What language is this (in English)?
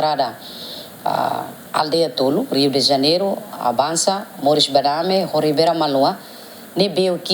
Tetum